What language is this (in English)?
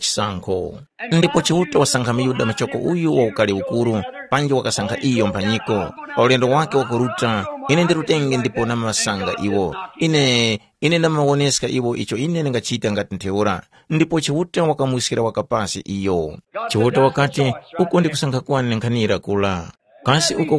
Tumbuka